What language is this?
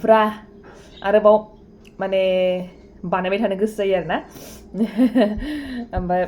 Bodo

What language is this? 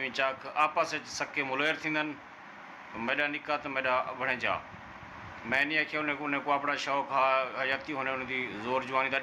Saraiki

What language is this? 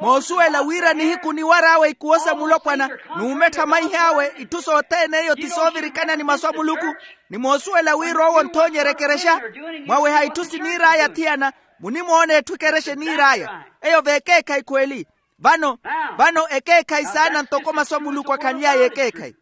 Makhuwa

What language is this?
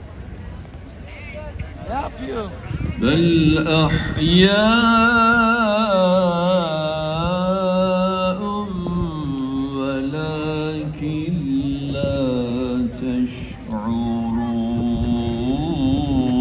Arabic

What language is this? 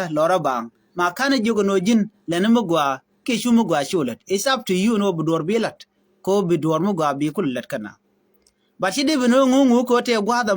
Nuer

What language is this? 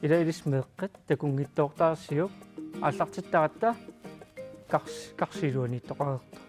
Kalaallisut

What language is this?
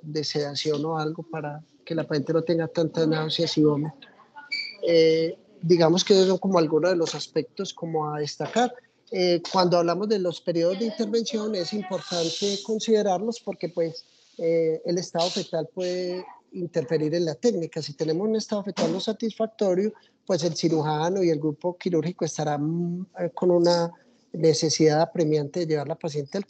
Spanish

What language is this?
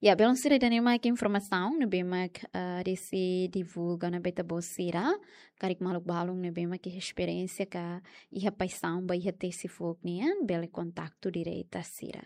Tetum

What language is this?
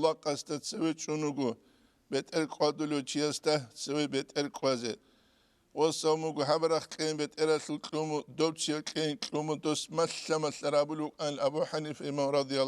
Avaric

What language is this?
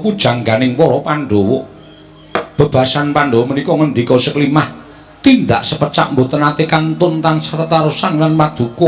Javanese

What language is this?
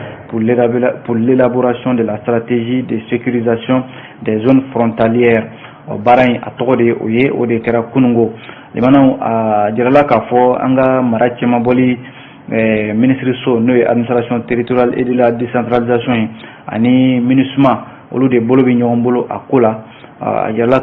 Bambara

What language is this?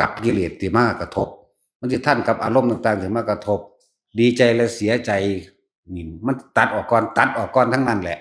Northeastern Thai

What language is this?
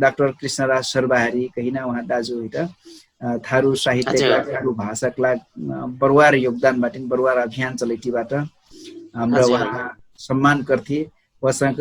Dangaura Tharu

